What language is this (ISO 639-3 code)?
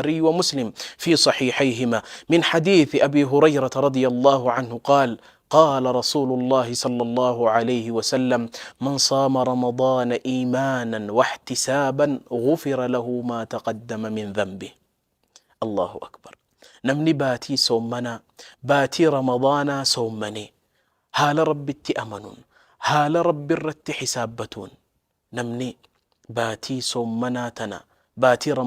orm